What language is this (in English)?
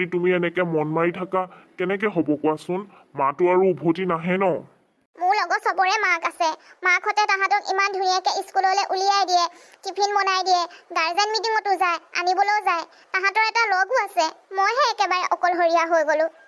Assamese